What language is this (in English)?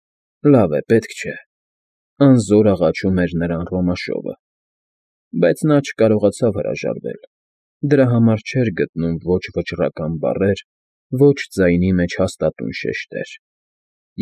Armenian